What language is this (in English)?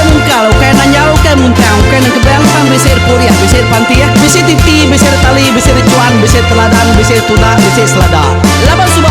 Iban